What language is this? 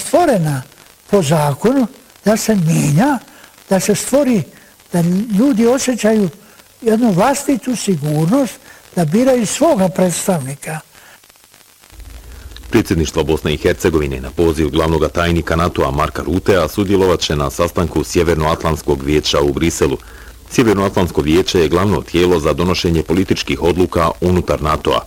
Bosnian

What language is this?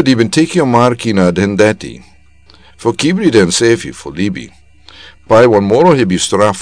Sranan Tongo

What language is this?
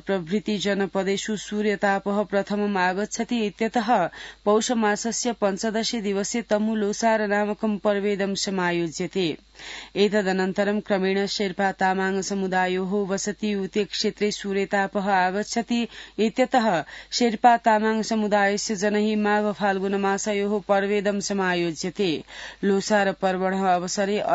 Sanskrit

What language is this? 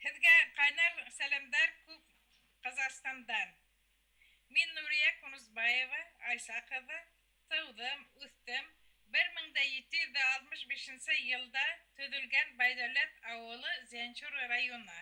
Bashkir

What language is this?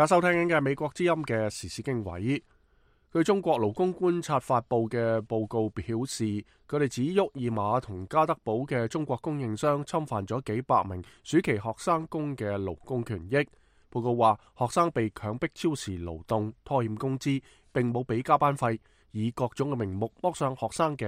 Cantonese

